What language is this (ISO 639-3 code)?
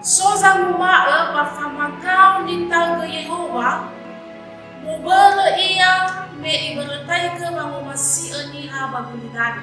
nia